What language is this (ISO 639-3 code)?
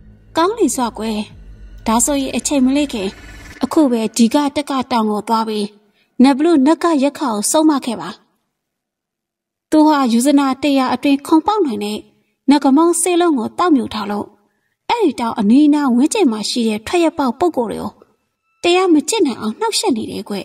mya